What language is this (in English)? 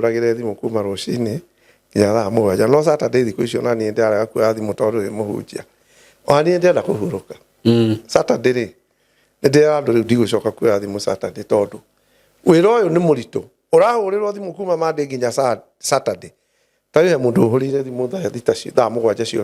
Kikuyu